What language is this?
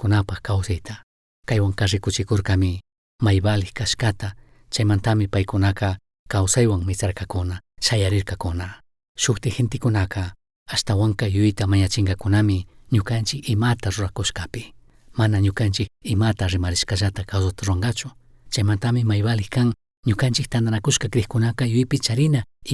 Chimborazo Highland Quichua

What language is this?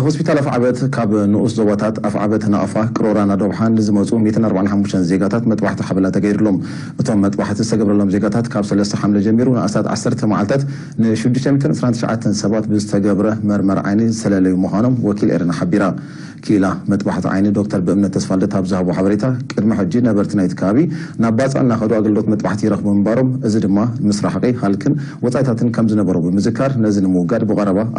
Tigrinya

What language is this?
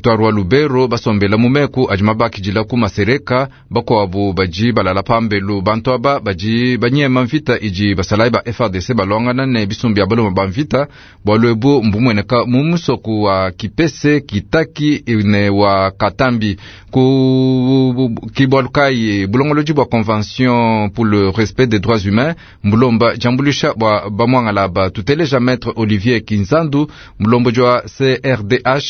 Luba-Lulua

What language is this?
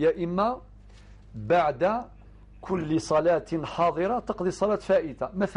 Algerian Arabic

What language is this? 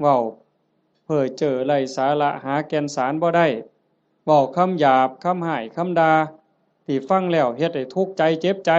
Northeastern Thai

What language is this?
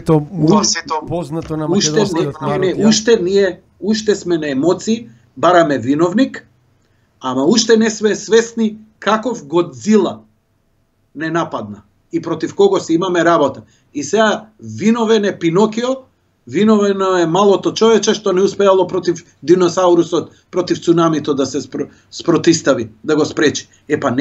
Macedonian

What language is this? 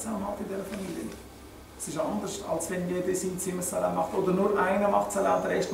Swiss German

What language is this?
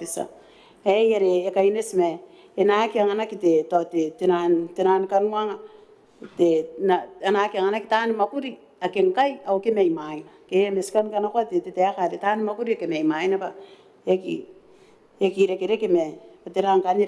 Gilbertese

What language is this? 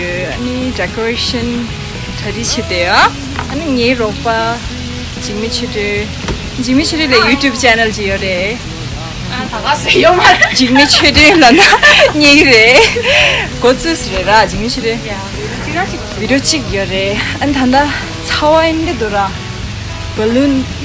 Tibetan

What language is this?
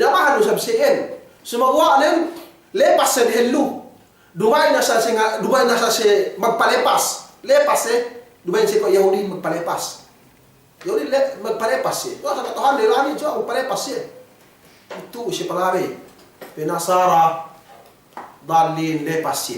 Yakan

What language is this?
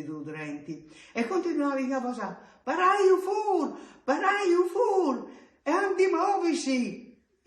Friulian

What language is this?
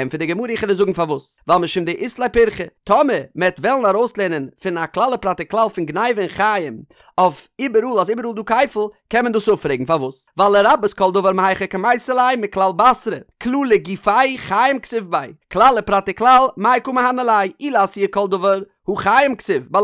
Yiddish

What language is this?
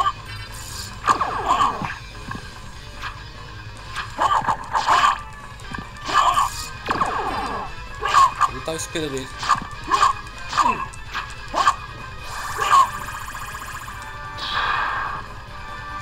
Portuguese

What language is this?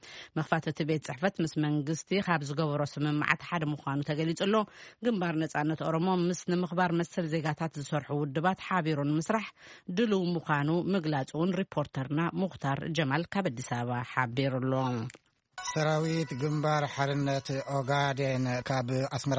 Tigrinya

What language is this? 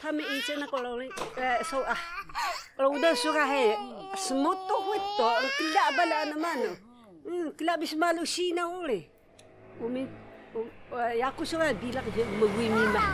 Taroko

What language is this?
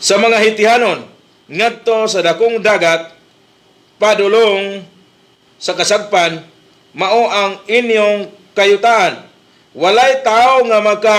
Cebuano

